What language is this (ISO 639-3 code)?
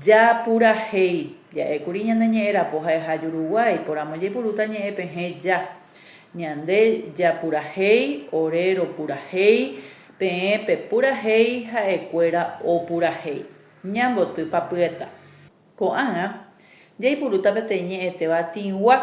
grn